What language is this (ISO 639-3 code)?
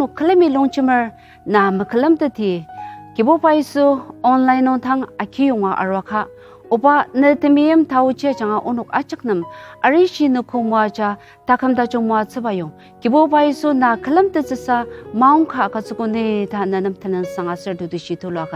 njo